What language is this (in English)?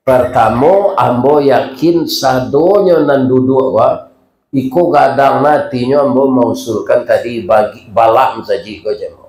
Minangkabau